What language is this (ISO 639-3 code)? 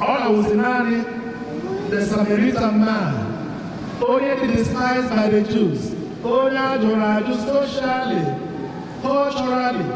ibo